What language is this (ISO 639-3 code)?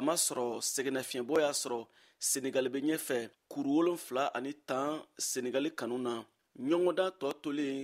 bam